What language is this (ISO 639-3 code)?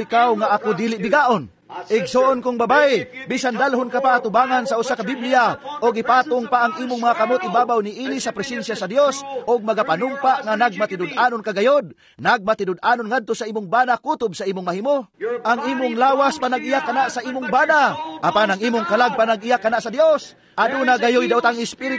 ceb